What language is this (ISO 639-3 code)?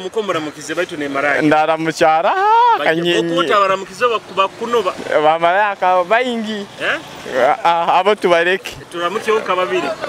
nyo